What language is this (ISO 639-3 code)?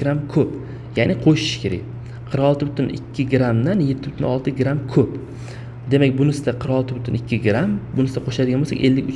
uzb